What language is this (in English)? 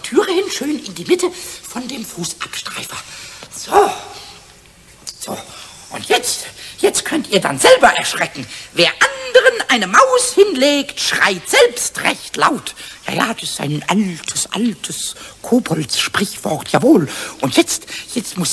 German